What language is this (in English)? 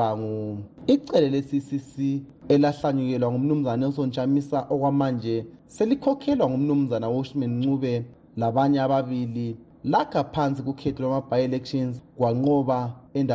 North Ndebele